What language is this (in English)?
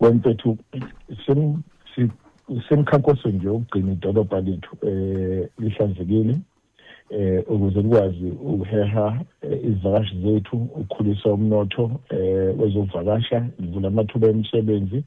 Zulu